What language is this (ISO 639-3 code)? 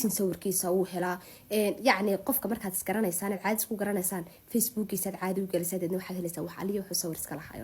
som